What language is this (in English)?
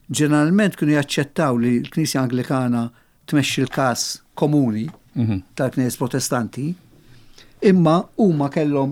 Maltese